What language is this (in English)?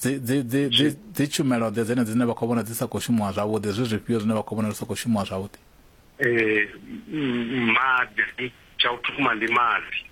Venda